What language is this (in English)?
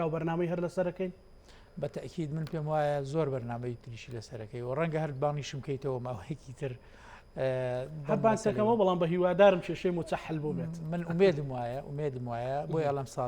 Central Kurdish